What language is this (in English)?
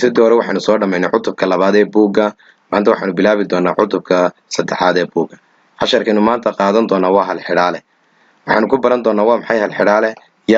Somali